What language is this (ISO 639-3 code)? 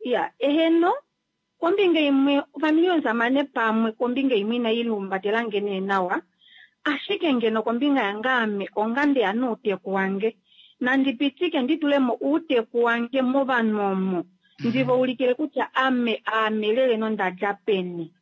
kua